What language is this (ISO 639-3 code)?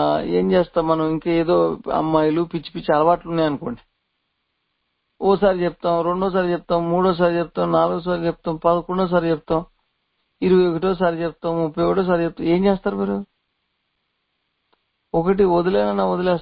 tel